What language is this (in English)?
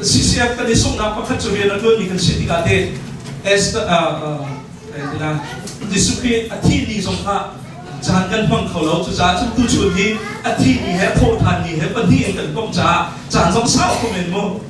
Hakha Chin